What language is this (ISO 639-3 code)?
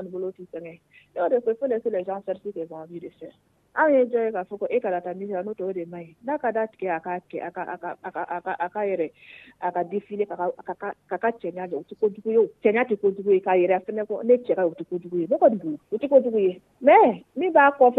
dyu